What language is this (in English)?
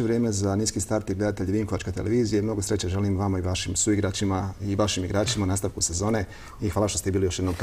Croatian